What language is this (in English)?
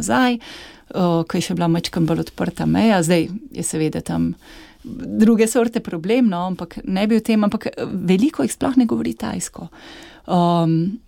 Slovenian